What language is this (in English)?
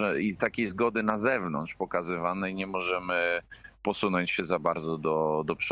Polish